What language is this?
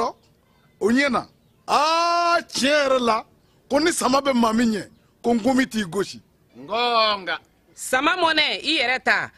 Bambara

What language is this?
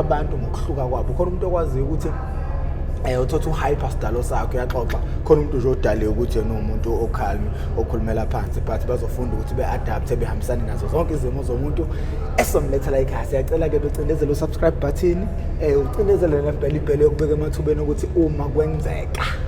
Zulu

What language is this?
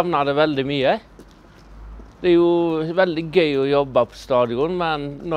Norwegian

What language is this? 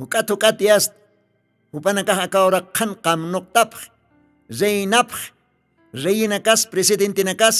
Aymara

